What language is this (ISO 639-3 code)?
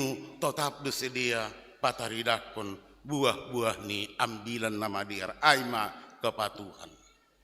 bts